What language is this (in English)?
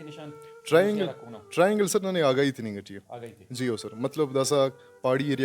Brahui